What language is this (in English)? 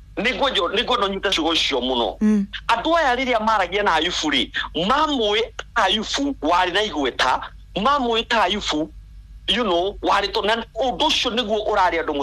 Kikuyu